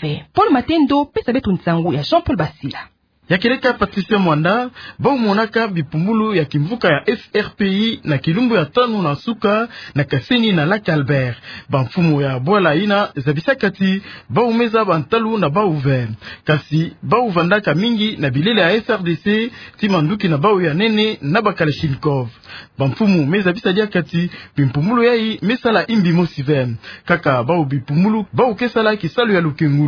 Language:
Kituba (Democratic Republic of Congo)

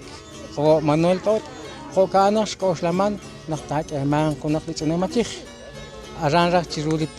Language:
Kekchí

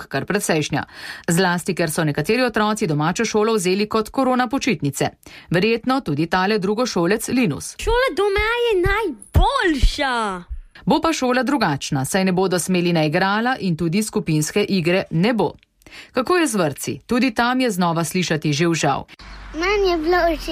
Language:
Slovenian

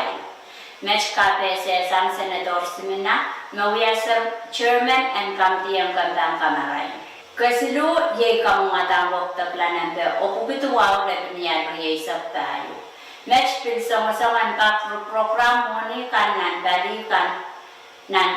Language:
Pohnpeian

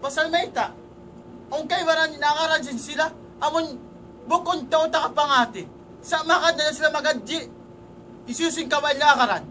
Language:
Tausug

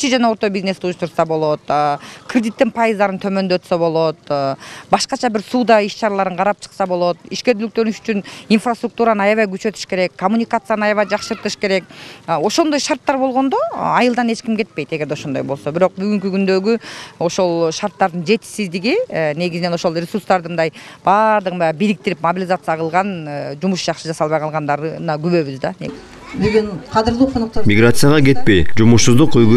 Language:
Kyrgyz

